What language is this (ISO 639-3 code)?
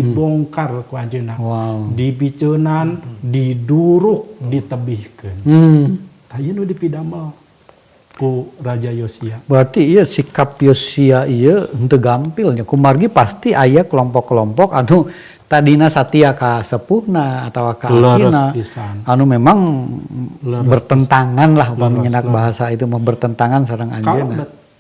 sun